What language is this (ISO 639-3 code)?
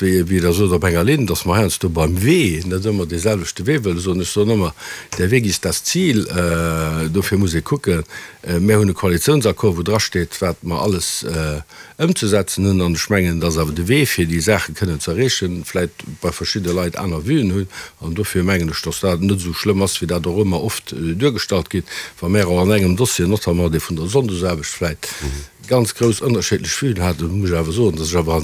ltz